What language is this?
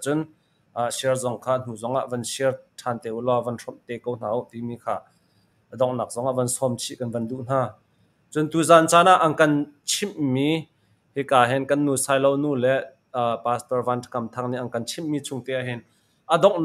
Hakha Chin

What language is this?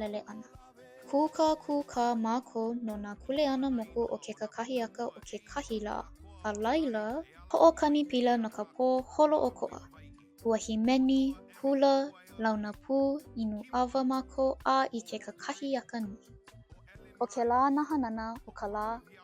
Hawaiian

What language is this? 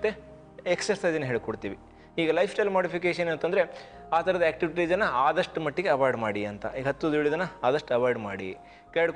Kannada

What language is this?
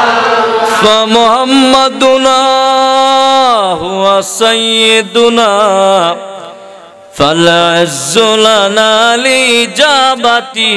Bangla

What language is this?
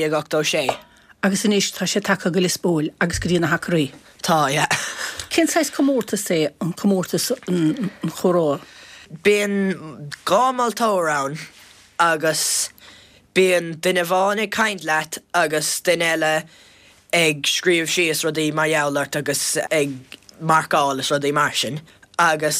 Irish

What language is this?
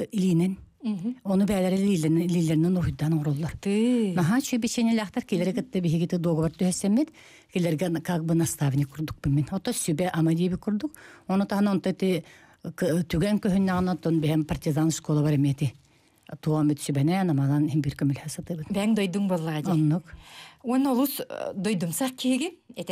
Yakut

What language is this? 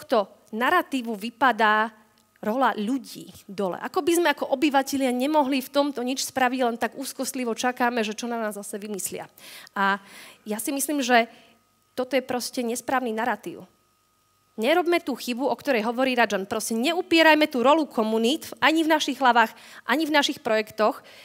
Slovak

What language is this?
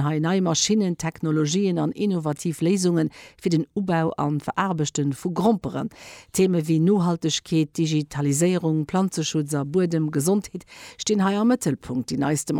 Luxembourgish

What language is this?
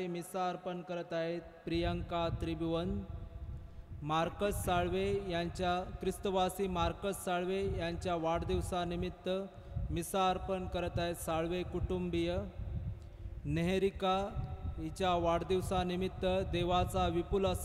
Marathi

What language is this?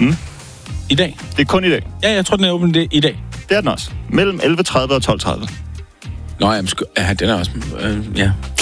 Danish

